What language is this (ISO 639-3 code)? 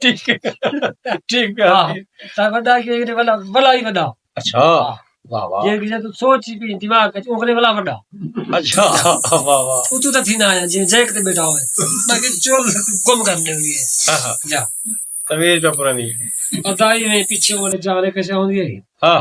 skr